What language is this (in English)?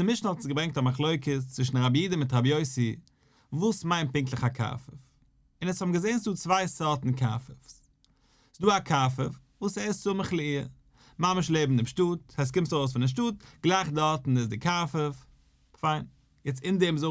Yiddish